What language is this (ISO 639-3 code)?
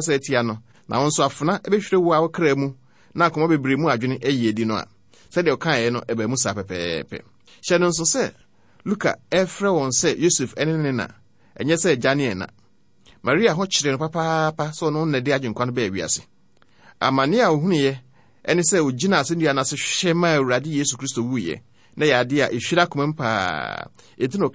aka